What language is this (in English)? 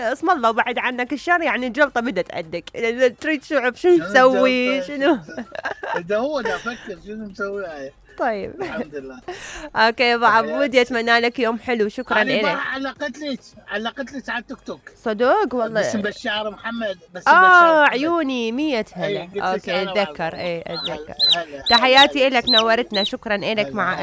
Mesopotamian Arabic